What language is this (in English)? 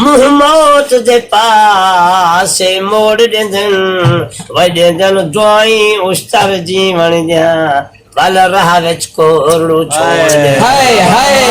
Saraiki